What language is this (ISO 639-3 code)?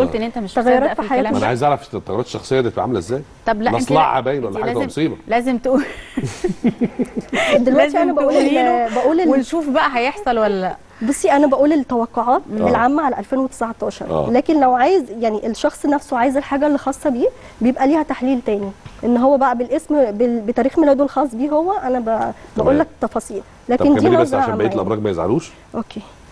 arz